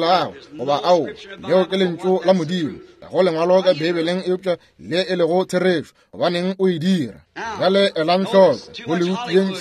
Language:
Northern Sotho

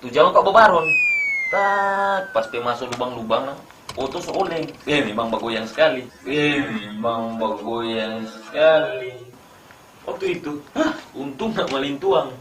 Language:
Manado Malay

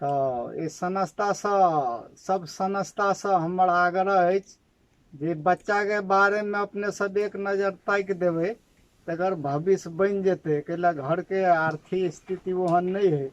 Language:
Maithili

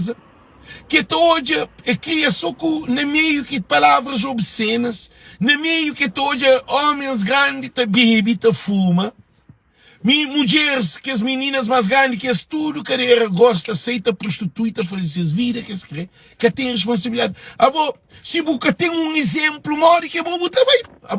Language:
Kabuverdianu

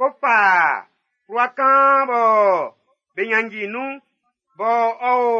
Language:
Baoulé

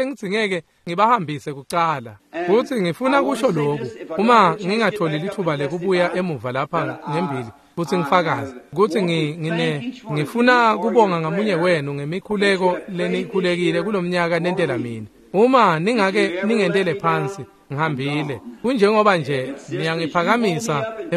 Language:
Swati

